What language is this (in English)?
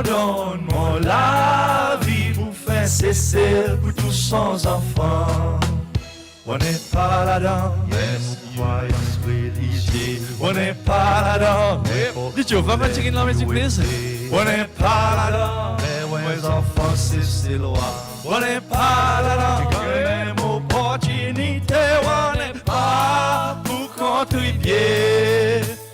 Seselwa Creole French